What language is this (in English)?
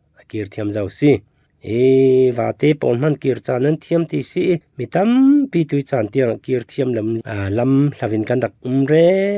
Falam Chin